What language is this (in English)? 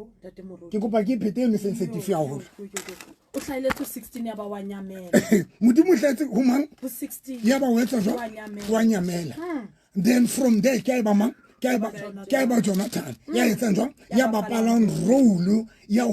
Southern Sotho